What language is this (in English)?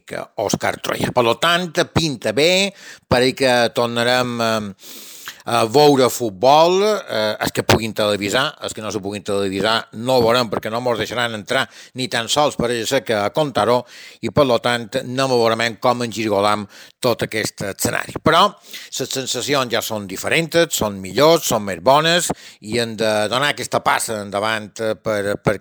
Catalan